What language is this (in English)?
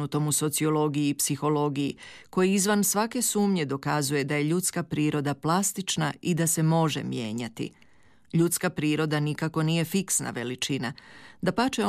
Croatian